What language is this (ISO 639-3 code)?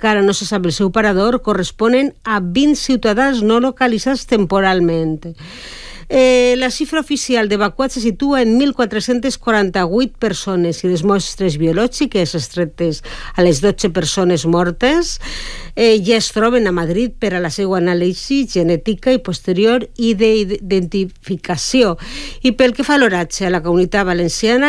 cat